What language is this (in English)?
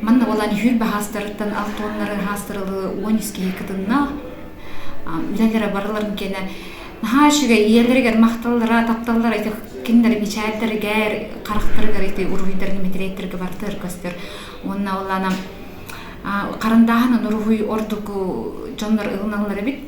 Yakut